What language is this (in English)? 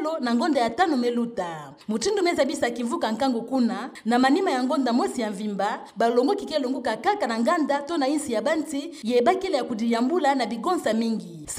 Kituba (Democratic Republic of Congo)